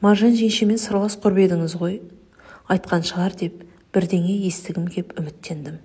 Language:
Kazakh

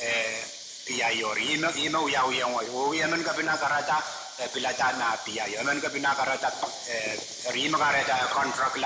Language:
Pohnpeian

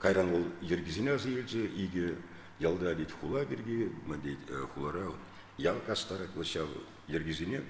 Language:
Chuvash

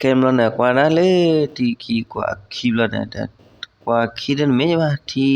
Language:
S'gaw Karen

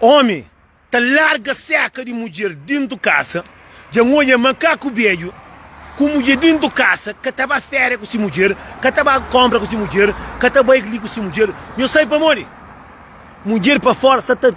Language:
Kabuverdianu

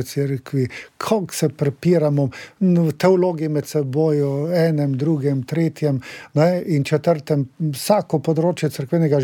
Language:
Slovenian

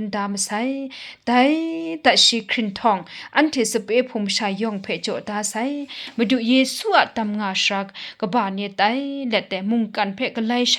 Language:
Kachin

